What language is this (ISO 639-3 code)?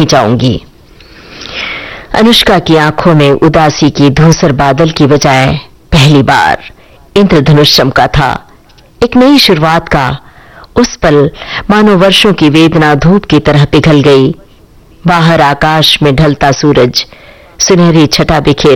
hin